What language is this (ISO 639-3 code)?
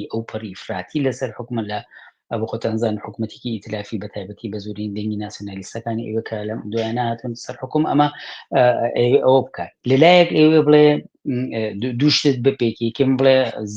ckb